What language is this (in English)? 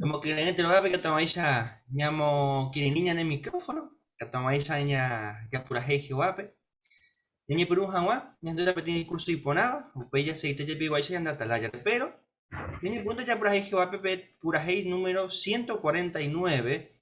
Guarani